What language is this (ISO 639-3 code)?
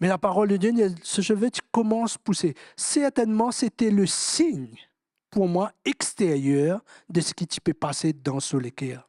mfe